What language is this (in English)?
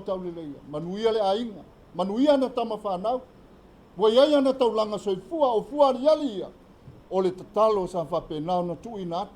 Samoan